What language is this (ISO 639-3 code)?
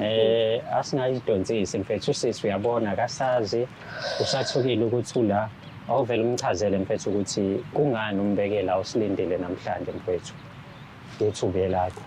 zul